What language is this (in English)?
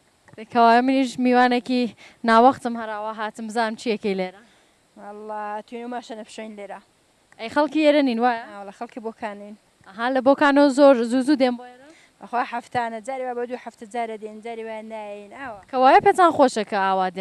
Central Kurdish